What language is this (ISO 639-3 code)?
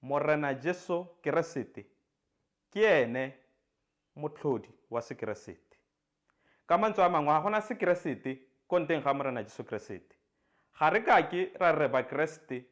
tsn